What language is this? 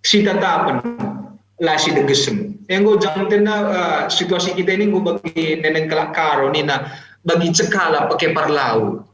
Batak Karo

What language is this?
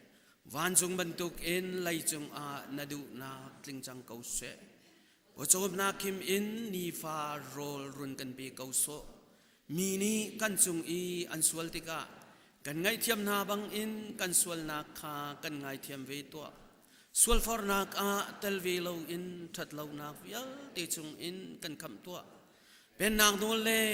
Hakha Chin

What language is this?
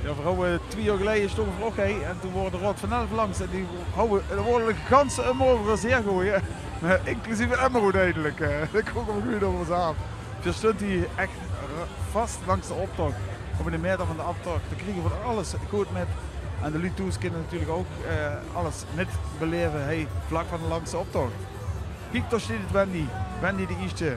Limburgish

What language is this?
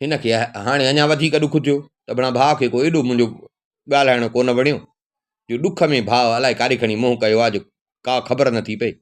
Sindhi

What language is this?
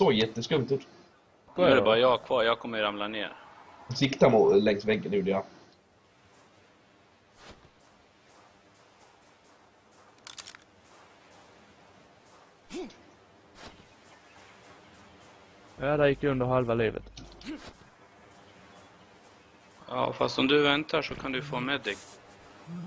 Swedish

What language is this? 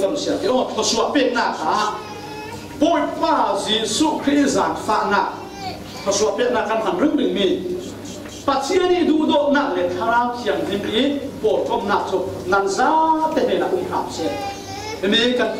Falam Chin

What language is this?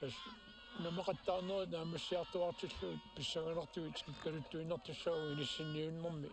Kalaallisut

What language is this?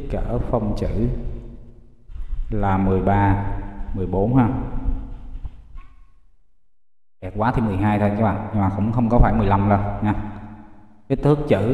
Vietnamese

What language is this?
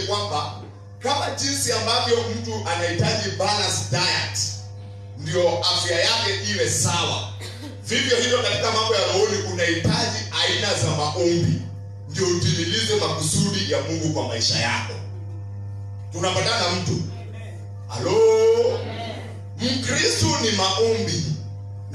Swahili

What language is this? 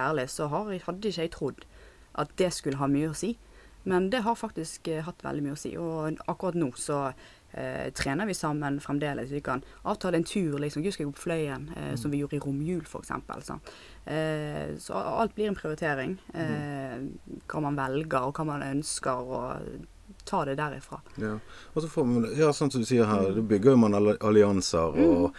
Norwegian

